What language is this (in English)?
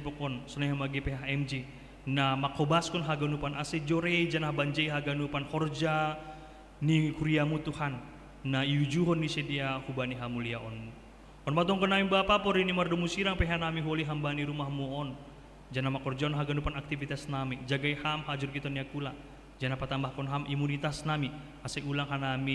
Batak Simalungun